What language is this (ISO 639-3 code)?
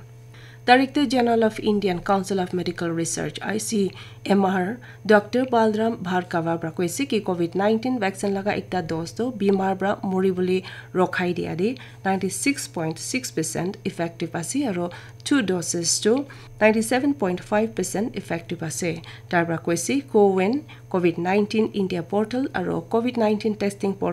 nag